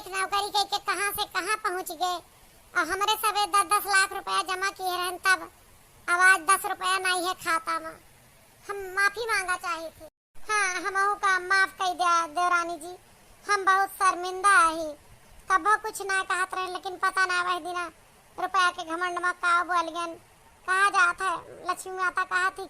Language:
Awadhi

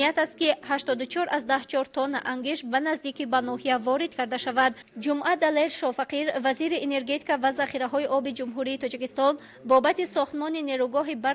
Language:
Tajik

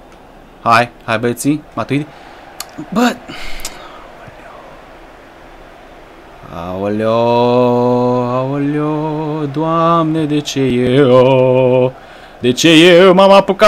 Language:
Romanian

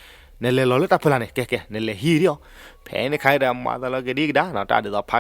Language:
S'gaw Karen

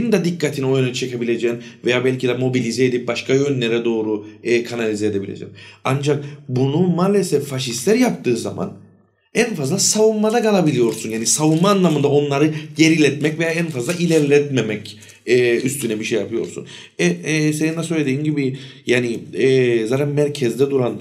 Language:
Turkish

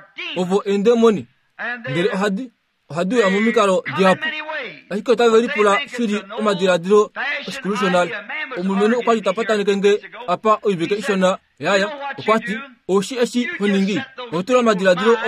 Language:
Kuanyama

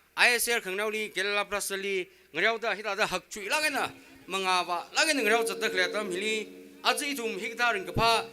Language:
Tangkhul Naga (India)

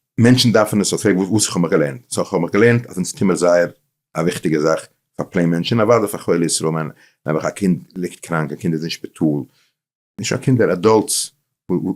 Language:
Yiddish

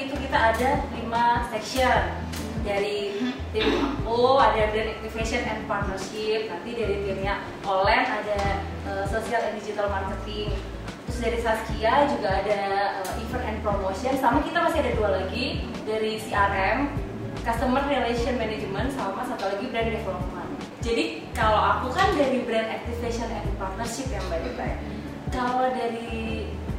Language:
Indonesian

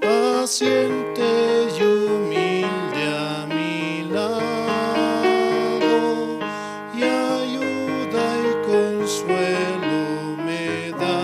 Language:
South Bolivian Quechua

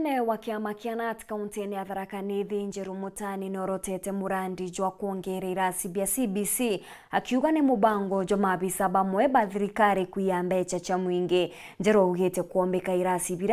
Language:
Meru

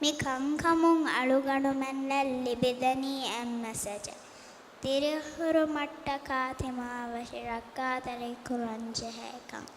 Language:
Divehi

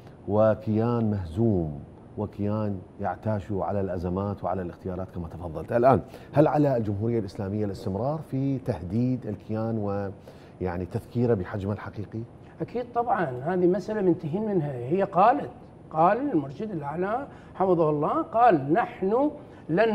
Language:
Arabic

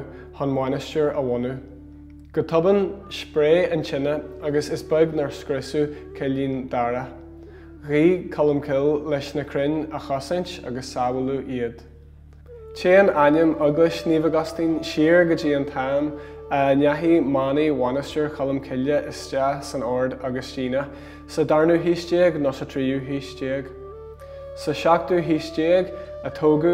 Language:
Irish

